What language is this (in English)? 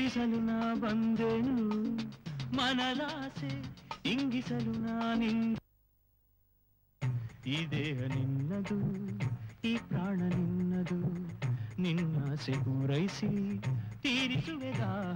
Kannada